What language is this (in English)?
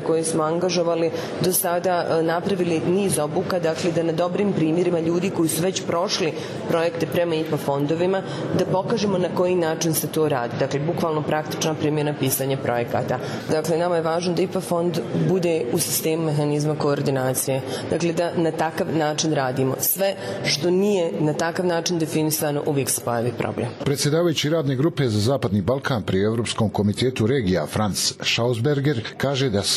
Bosnian